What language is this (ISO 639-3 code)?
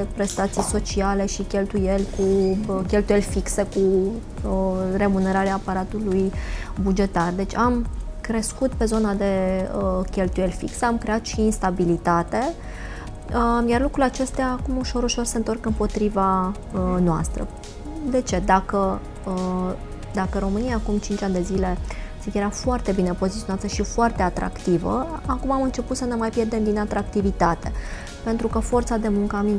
ron